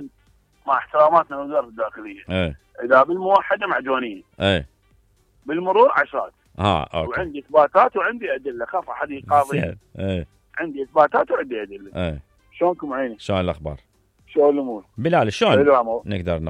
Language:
Mesopotamian Arabic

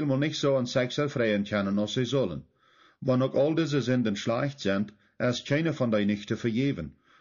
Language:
Plautdietsch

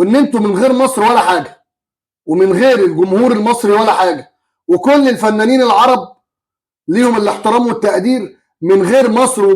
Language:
Egyptian Arabic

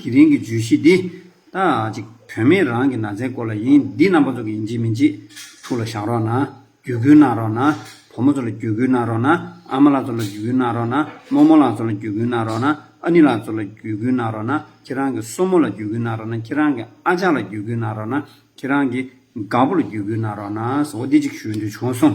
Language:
Tibetan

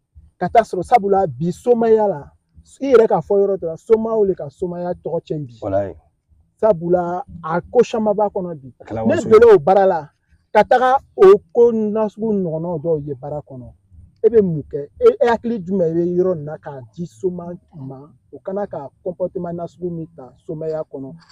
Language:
Bambara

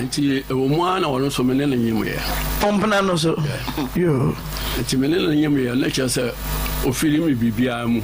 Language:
Akan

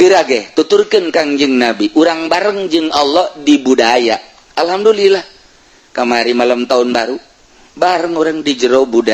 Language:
Sundanese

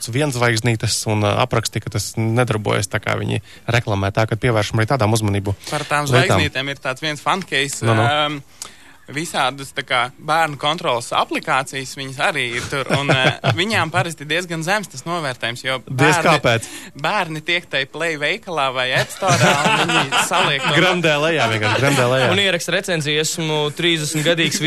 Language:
Latvian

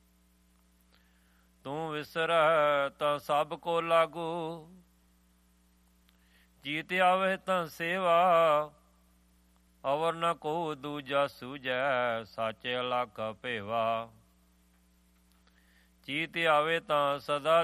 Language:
Punjabi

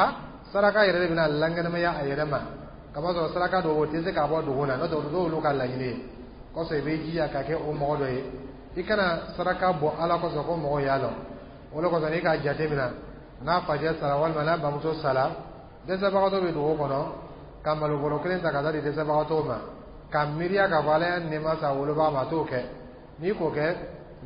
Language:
Dyula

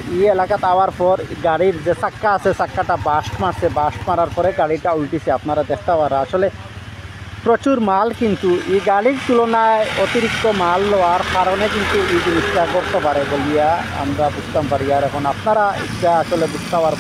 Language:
Sylheti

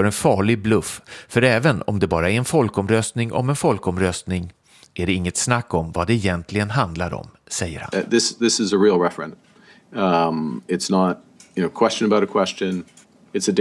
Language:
Swedish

